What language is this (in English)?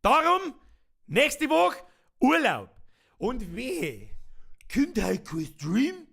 Bavarian